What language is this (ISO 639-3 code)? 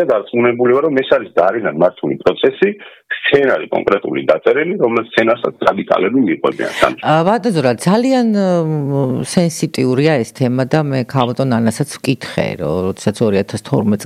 kat